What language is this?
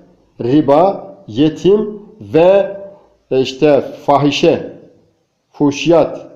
Turkish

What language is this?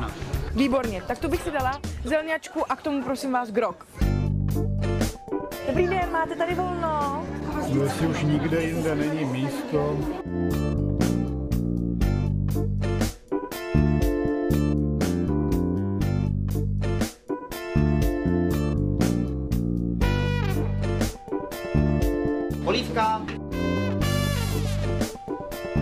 Czech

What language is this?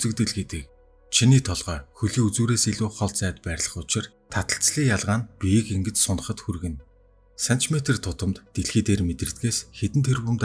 Mongolian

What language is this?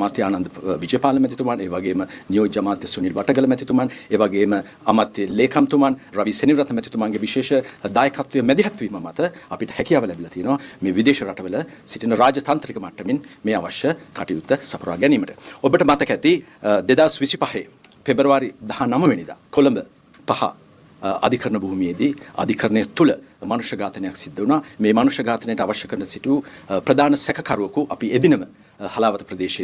Sinhala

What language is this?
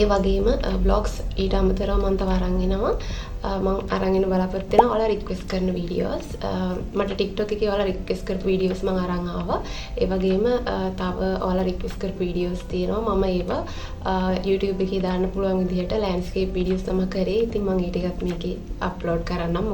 Sinhala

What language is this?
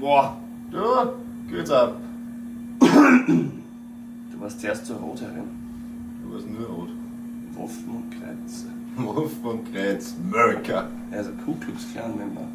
Bavarian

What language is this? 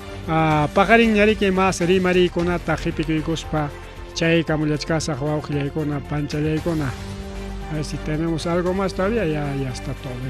Ayacucho Quechua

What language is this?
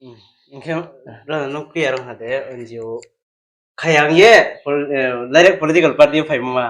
Riang (India)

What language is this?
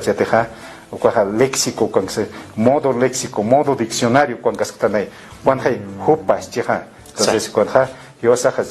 Aymara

